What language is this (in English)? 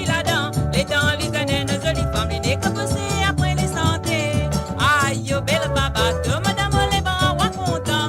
Morisyen